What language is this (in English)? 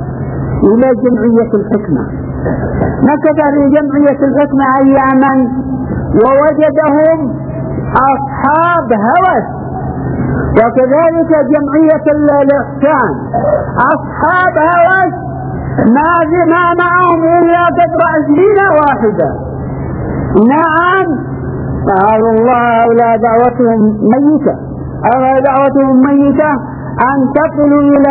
Arabic